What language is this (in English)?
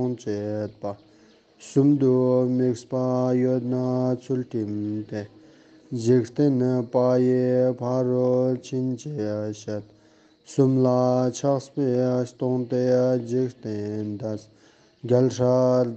Ladakhi